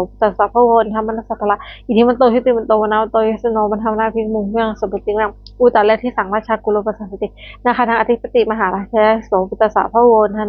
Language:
Pali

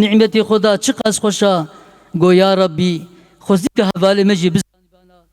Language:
Kurdish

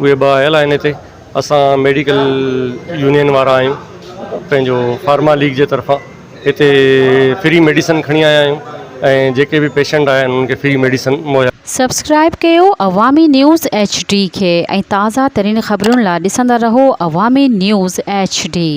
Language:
Sindhi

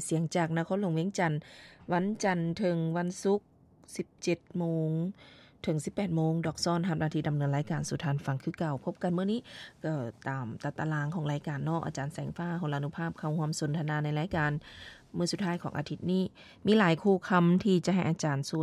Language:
Lao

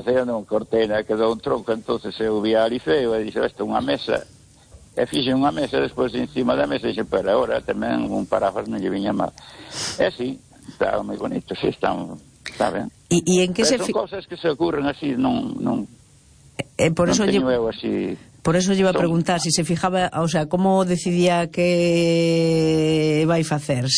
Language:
Galician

